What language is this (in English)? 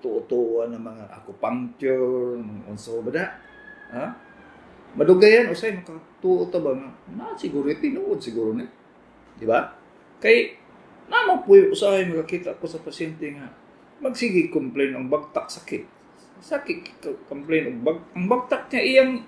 Cebuano